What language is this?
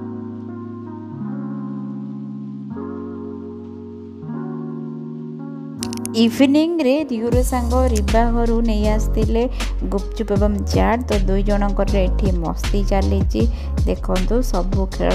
Odia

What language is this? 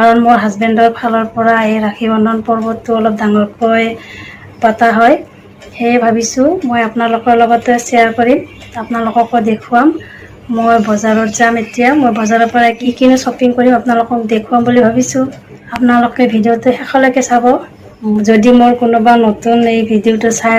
Assamese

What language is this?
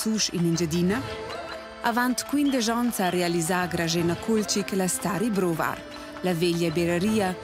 Romansh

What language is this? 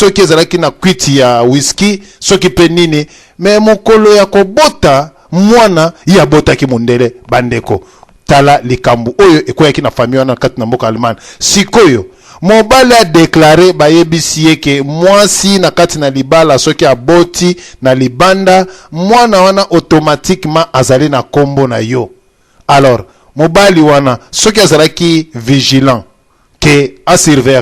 Lingala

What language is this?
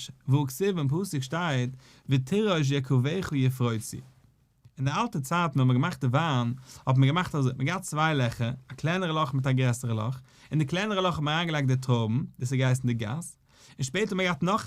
Yiddish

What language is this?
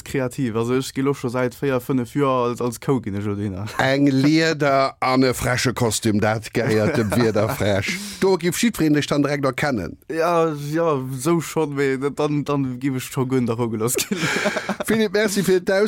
Luxembourgish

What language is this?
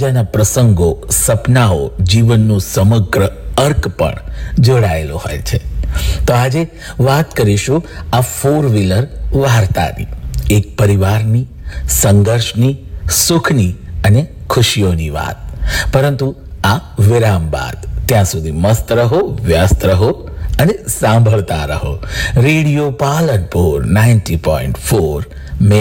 Gujarati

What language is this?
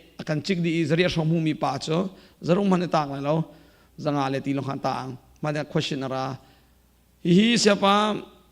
Hakha Chin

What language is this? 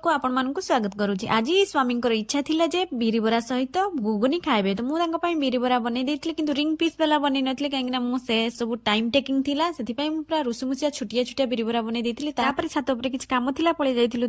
Odia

